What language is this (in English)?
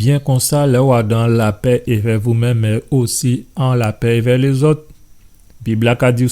Guadeloupean Creole French